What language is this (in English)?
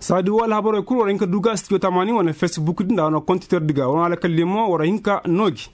Koyraboro Senni